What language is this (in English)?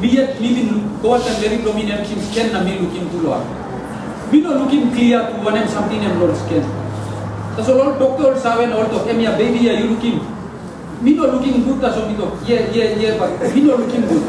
Tok Pisin